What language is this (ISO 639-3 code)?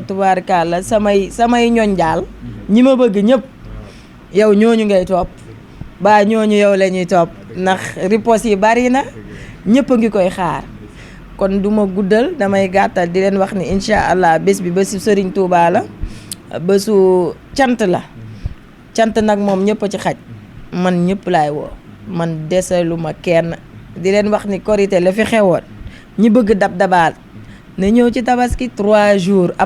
wol